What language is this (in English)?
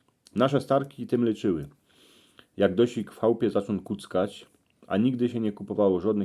Silesian